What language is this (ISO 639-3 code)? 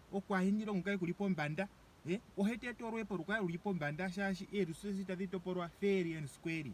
ndo